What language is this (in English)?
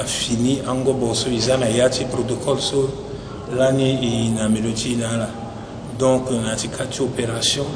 Sango